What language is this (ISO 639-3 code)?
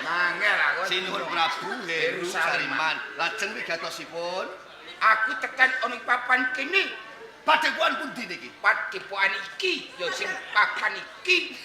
jav